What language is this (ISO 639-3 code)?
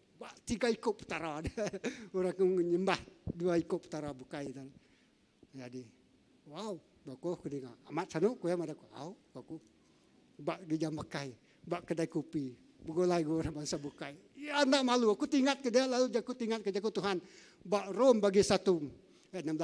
iba